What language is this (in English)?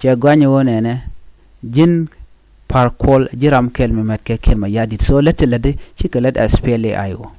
Nuer